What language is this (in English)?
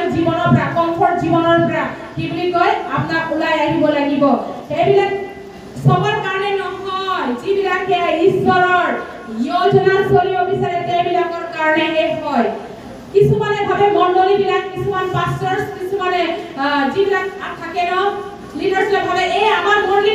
Assamese